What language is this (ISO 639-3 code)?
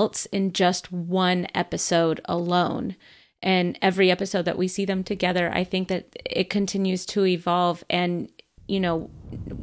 eng